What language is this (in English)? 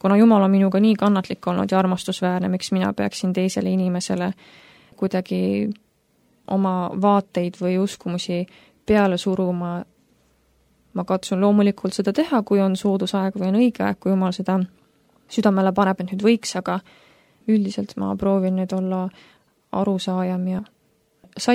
Estonian